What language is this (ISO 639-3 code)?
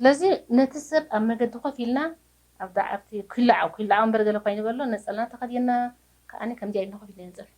tir